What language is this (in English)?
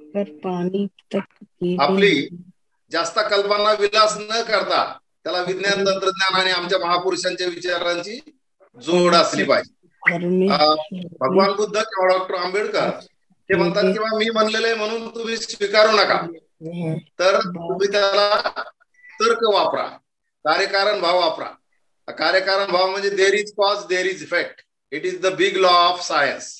Marathi